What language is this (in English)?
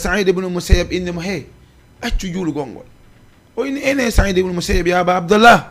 Fula